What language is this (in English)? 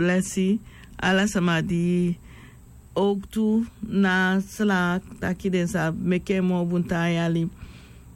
Sranan Tongo